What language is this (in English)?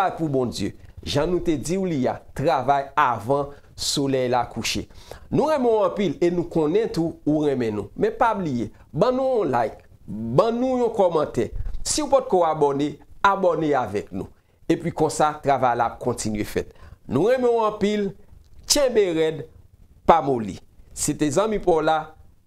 Haitian Creole